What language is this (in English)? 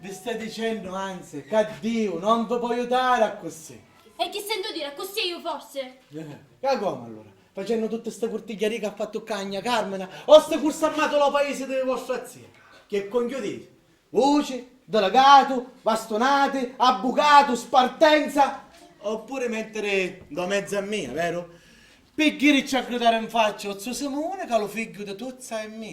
Sicilian